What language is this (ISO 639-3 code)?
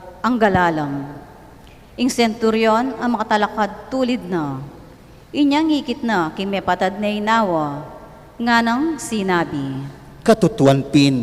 pam